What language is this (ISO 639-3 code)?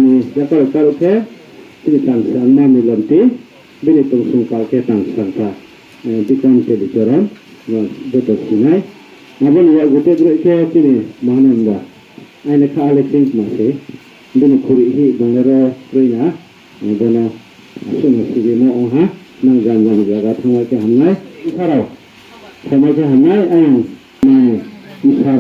ria